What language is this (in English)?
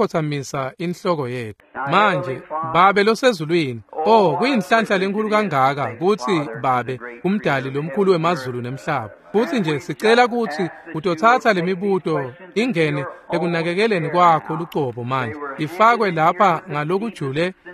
Swati